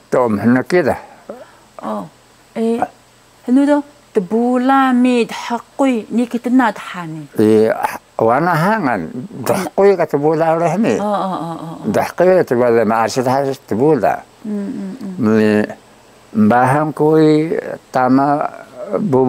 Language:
Taroko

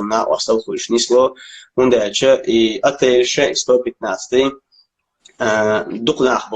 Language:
Chechen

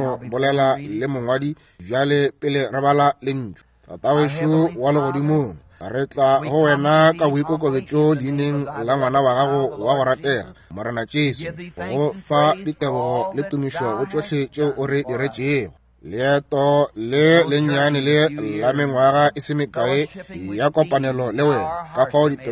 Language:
Northern Sotho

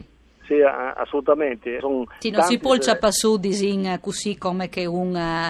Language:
Friulian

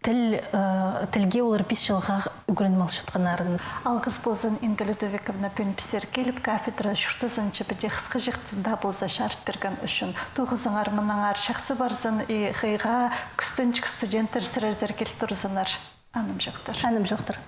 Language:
Khakas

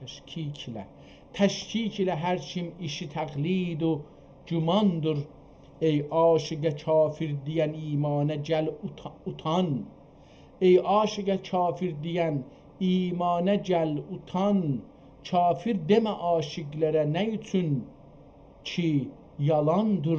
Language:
South Azerbaijani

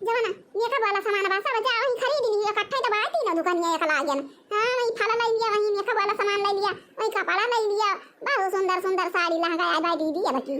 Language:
Awadhi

